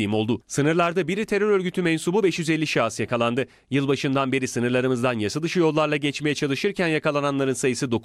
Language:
Turkish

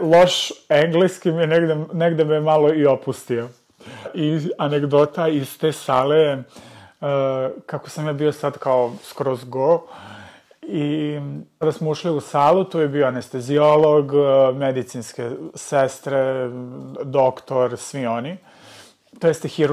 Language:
Serbian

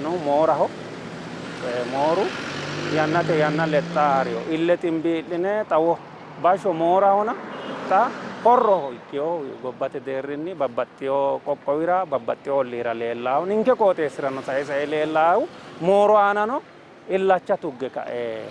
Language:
Sidamo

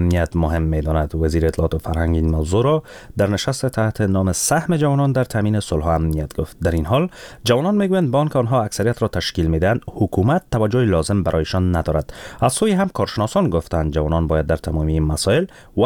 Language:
Persian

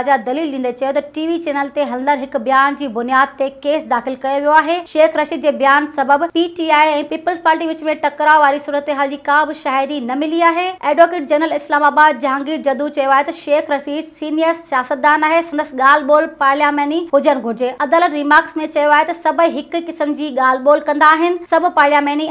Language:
Sindhi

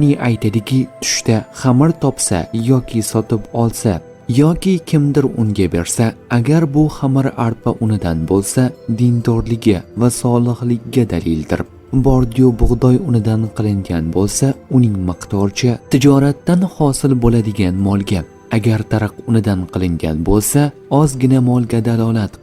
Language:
Uzbek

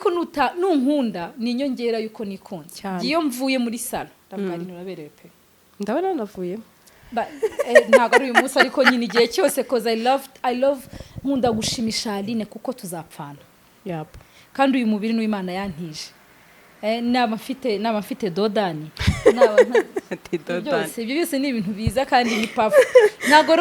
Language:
Kinyarwanda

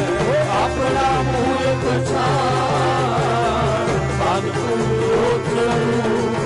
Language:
Punjabi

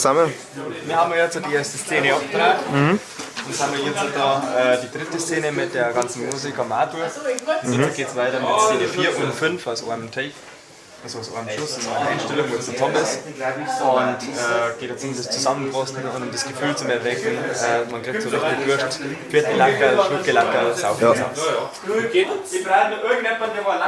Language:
Bavarian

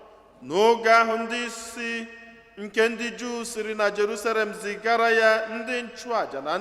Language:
Igbo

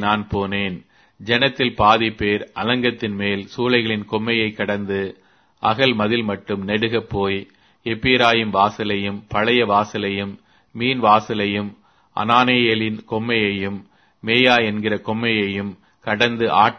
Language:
Tamil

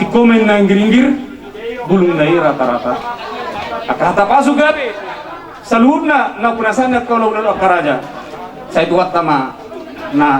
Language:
Batak Toba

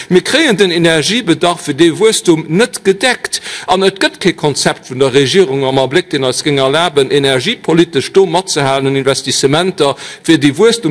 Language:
Luxembourgish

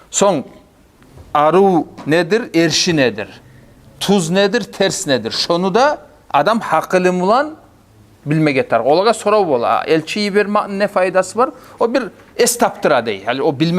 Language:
Kumyk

